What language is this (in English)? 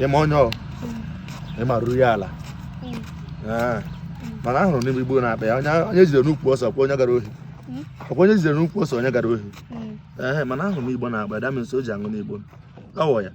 Igbo